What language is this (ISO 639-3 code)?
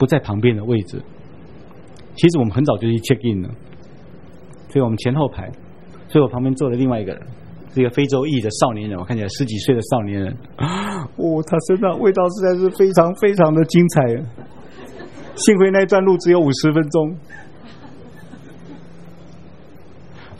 zho